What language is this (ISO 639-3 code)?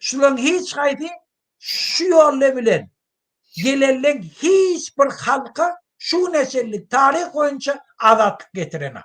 tuk